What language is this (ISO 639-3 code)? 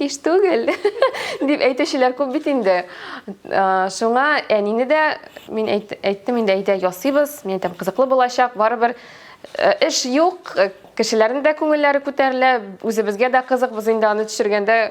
tat